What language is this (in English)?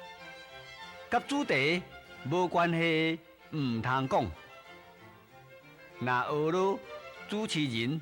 Min Nan Chinese